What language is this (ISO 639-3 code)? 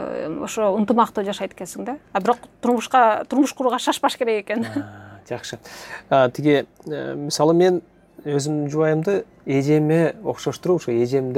kir